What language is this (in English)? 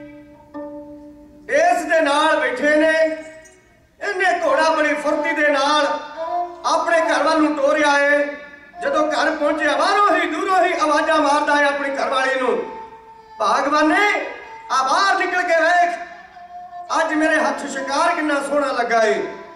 Punjabi